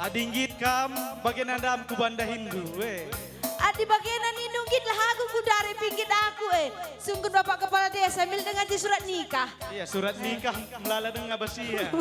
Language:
Batak Karo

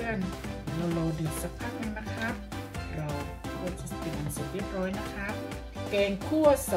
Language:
Thai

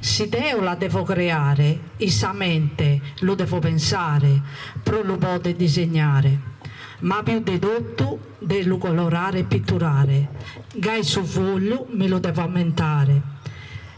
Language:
Sardinian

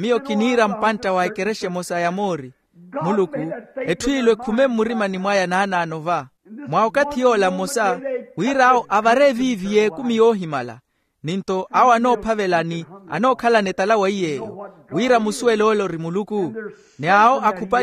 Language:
Makhuwa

